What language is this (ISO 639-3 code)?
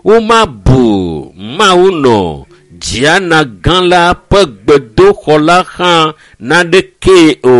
ewe